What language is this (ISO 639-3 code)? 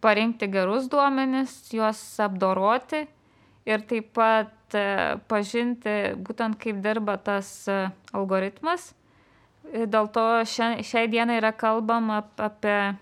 lit